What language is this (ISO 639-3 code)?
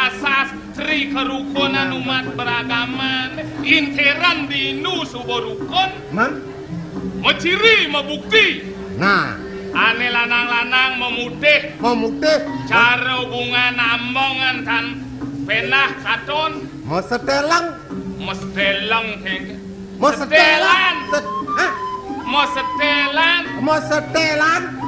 ban